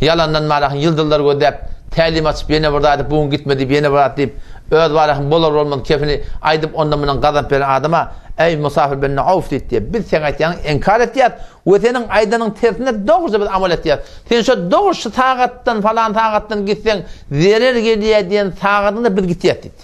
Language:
Turkmen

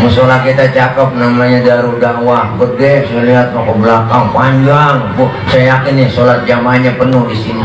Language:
Betawi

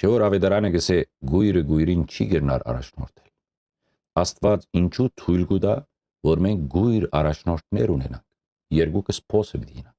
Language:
Western Armenian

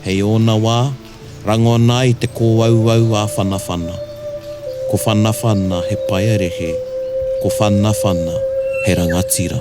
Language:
Māori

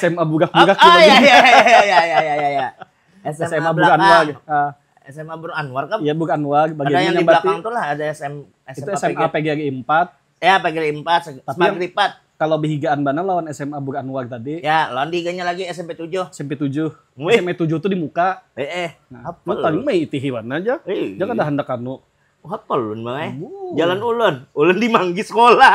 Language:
Banjar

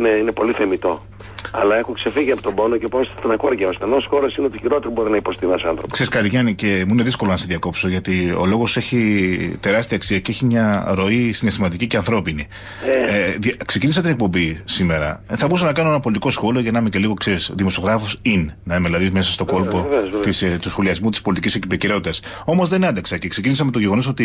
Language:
Greek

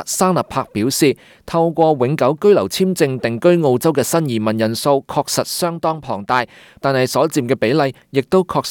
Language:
Cantonese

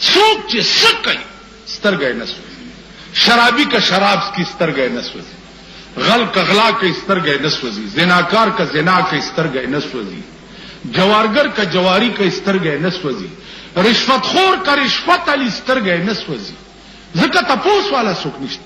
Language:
Pashto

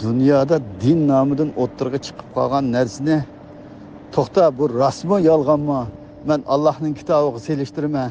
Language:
Uyghur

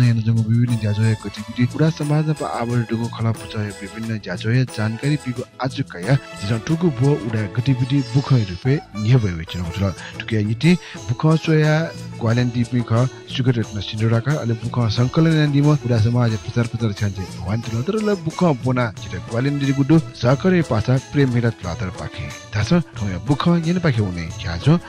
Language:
Newari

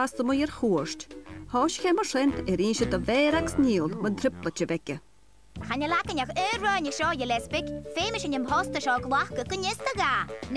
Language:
Scottish Gaelic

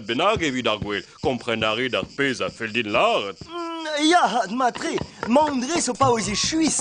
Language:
Breton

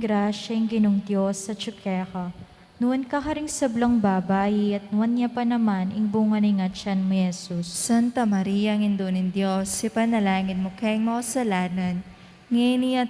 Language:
Pampanga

